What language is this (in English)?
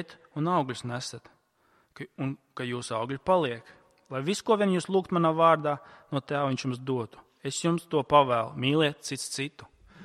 Latvian